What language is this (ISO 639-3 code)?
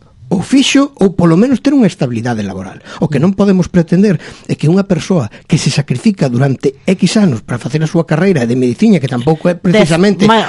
glg